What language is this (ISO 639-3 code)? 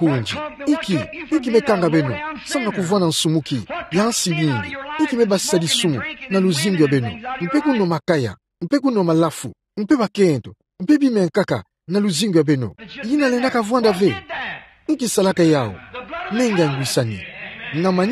ktu